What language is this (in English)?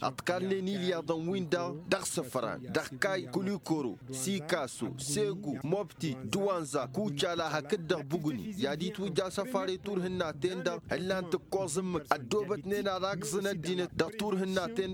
Tamasheq